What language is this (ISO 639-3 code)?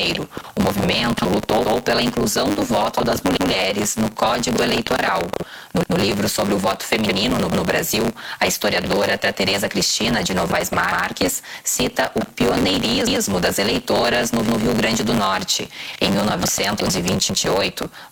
por